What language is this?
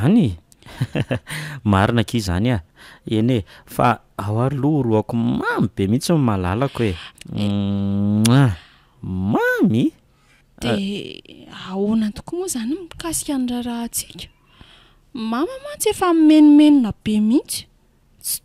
Malagasy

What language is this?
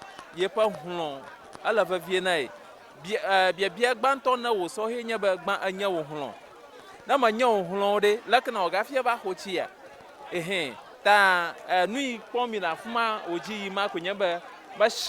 Ewe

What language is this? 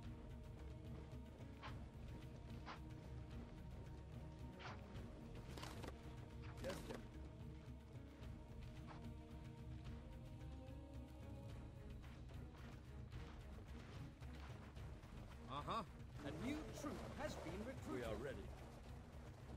English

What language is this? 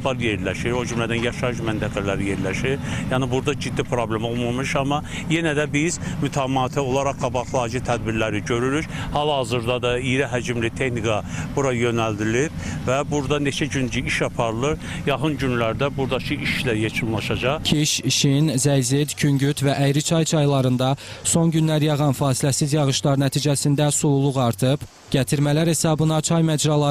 Azerbaijani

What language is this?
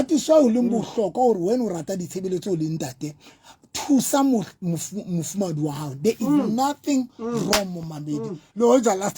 Southern Sotho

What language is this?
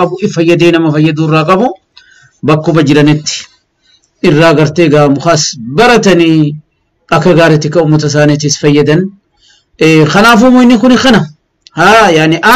Oromo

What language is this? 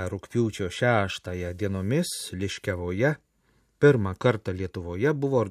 Lithuanian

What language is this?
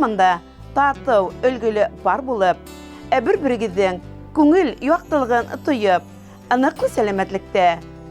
Bashkir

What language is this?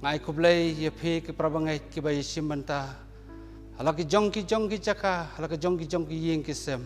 Khasi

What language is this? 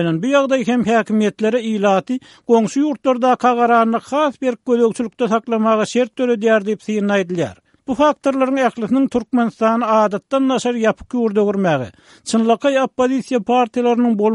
Turkmen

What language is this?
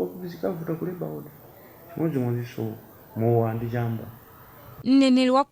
Nyanja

